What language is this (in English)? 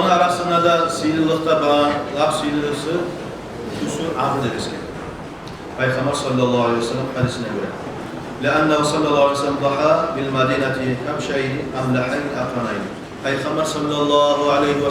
Kumyk